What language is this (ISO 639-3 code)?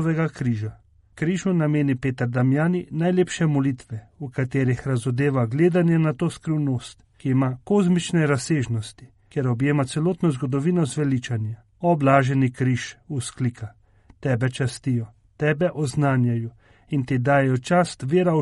slv